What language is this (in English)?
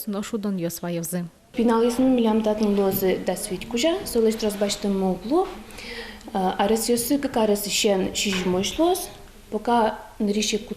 Udmurt